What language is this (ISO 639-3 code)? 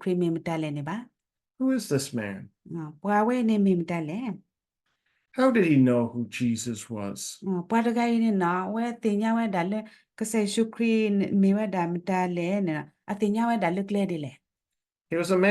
ksw